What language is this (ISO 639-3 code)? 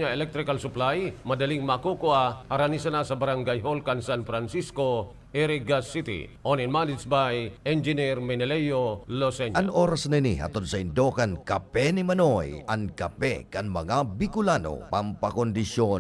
bik